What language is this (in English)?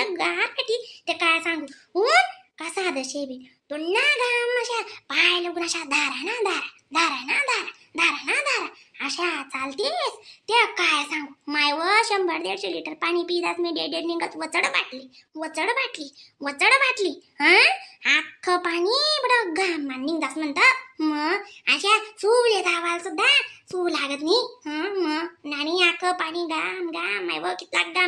Khandesi